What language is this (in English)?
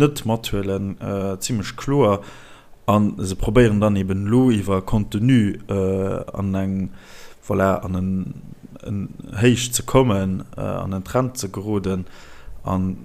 Luxembourgish